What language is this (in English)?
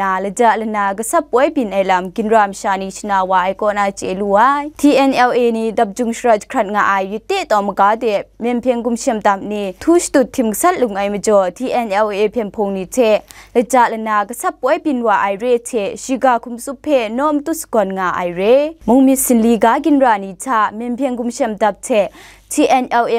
Kachin